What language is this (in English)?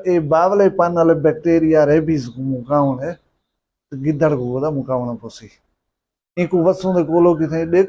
Saraiki